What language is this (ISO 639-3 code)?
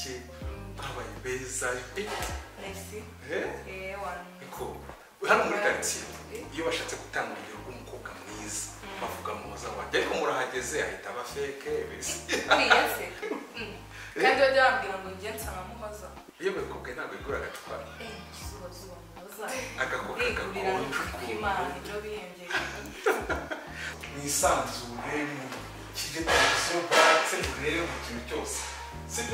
kin